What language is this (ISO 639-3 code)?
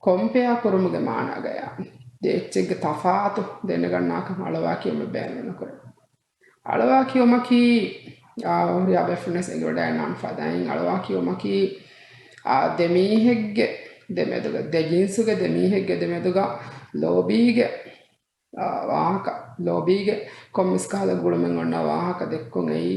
div